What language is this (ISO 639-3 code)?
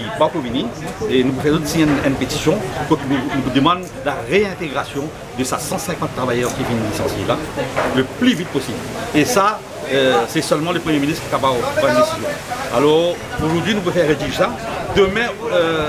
mfe